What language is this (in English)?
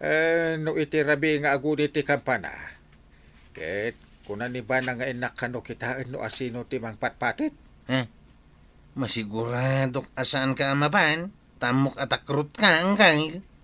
Iloko